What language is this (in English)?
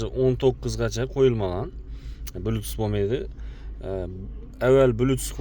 Uzbek